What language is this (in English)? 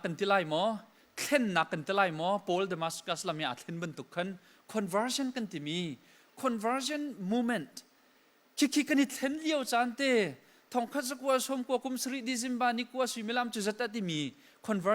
Hakha Chin